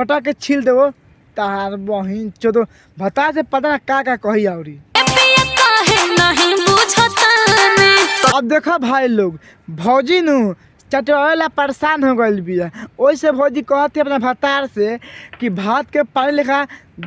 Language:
Bhojpuri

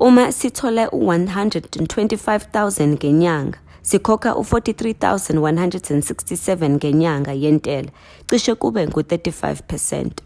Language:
Zulu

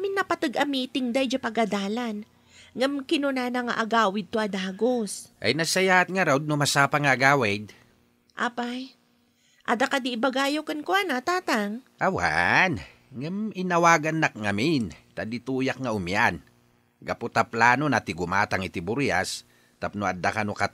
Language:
Iloko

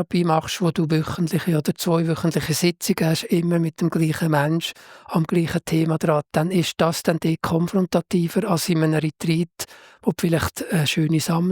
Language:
Swiss German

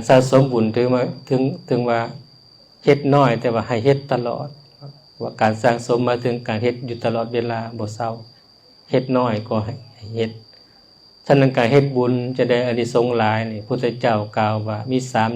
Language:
Lao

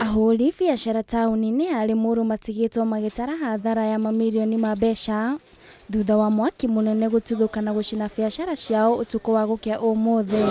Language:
Kikuyu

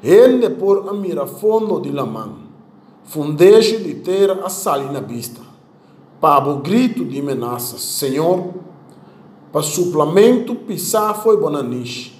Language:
Papiamento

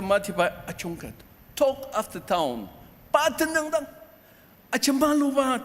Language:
Ao Naga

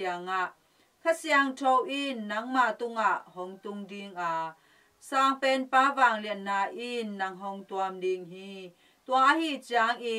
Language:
Tedim Chin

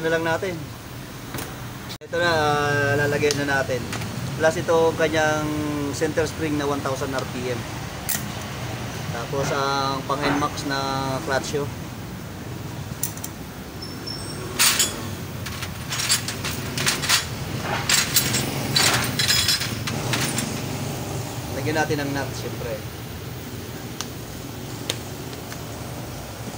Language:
Filipino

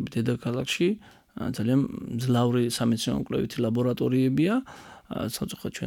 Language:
Georgian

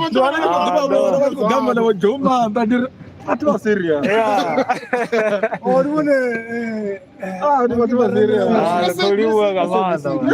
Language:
Venda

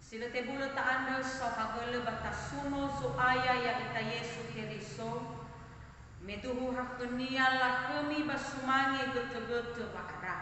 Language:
Nias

